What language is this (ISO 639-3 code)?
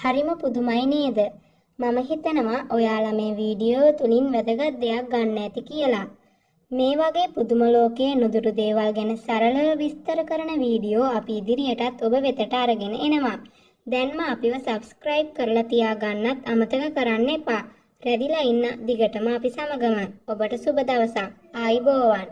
sin